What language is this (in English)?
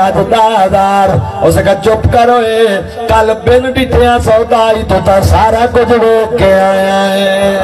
Saraiki